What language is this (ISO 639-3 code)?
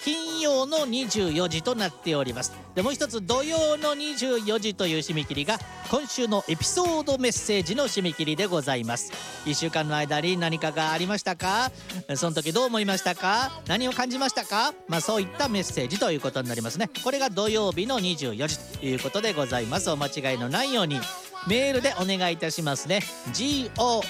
jpn